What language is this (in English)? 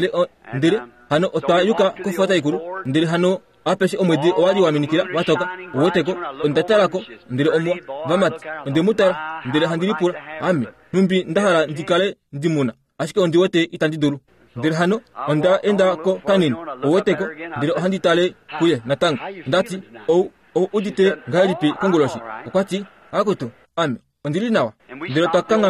Kuanyama